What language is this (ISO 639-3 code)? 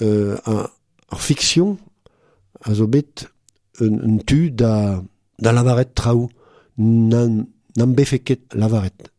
bre